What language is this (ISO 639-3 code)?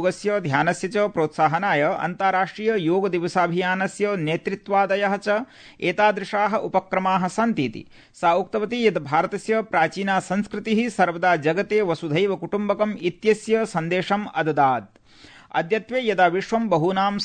san